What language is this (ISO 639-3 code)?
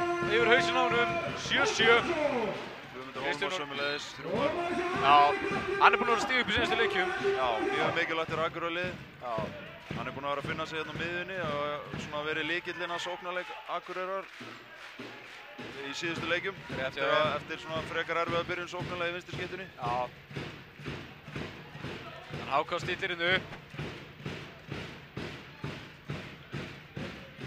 isl